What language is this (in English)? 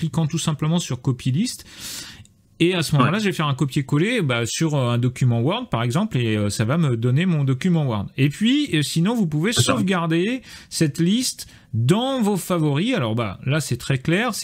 French